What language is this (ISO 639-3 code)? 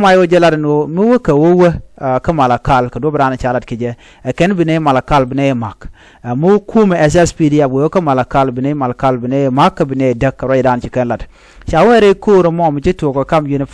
nus